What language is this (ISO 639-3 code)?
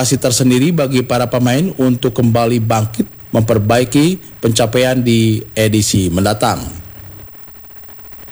ind